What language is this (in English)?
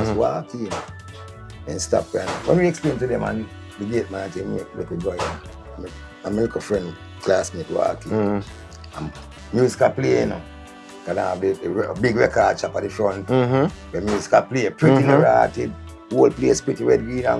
Jamaican Creole English